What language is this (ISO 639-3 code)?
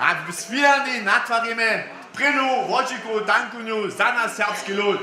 hsb